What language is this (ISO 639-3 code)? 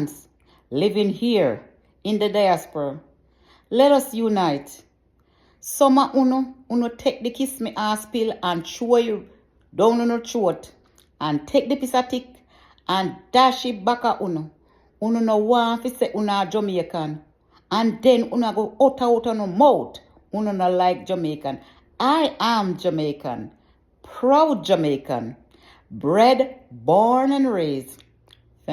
jam